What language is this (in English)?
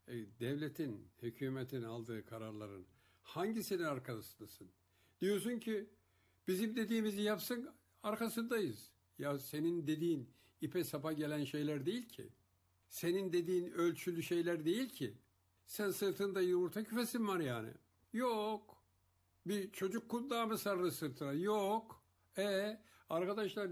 Turkish